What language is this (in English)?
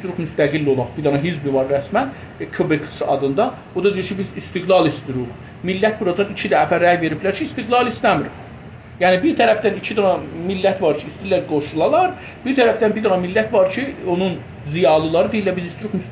South Azerbaijani